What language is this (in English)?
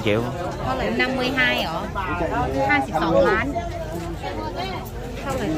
Vietnamese